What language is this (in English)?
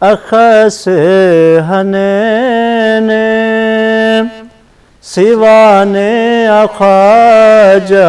Brahui